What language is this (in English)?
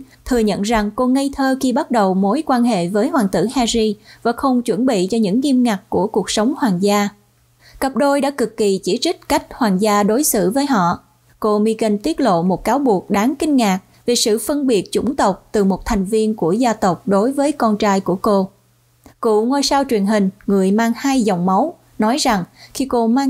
Vietnamese